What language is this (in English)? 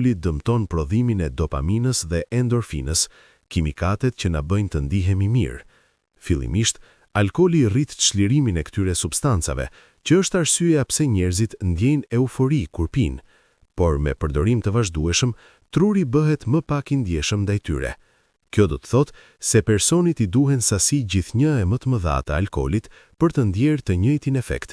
Albanian